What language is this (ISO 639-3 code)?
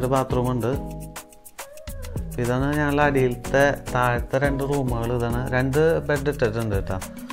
mal